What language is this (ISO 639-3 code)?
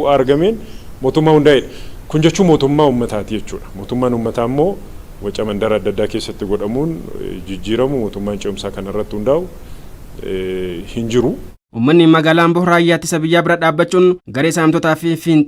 orm